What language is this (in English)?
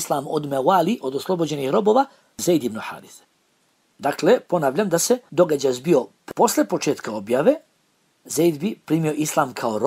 Bosnian